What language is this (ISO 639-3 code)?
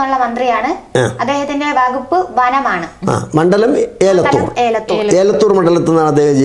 mal